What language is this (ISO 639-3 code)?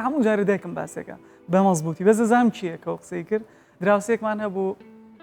ckb